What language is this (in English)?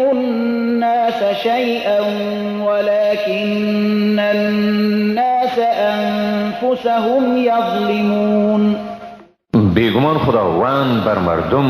Persian